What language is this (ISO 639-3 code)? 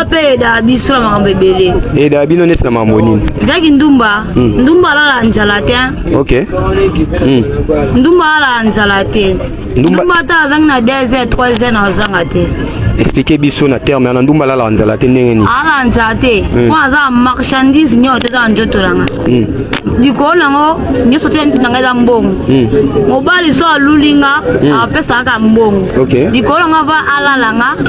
lin